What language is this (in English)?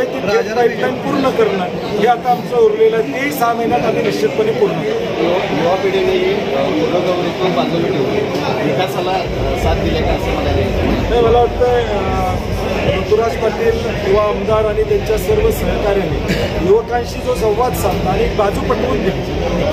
Marathi